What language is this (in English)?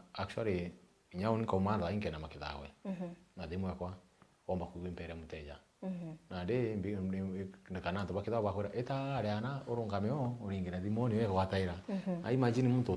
Meru